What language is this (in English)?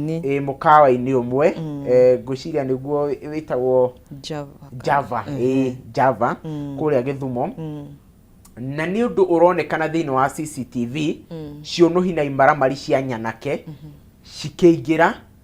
Kikuyu